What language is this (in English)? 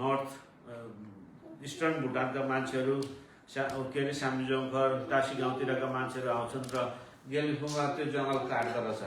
Nepali